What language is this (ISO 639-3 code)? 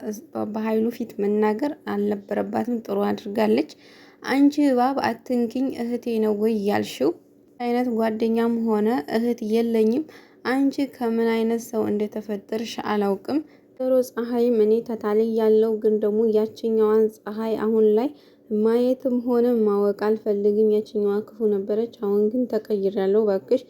amh